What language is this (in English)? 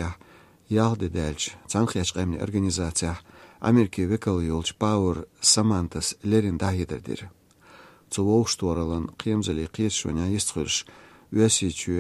Chechen